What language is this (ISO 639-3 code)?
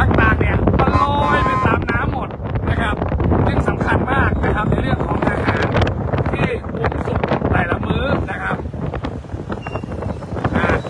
tha